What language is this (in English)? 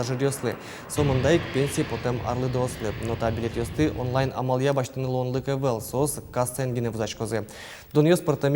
Udmurt